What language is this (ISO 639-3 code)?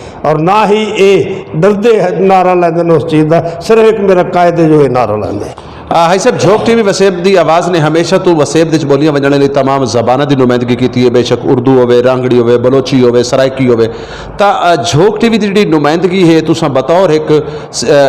skr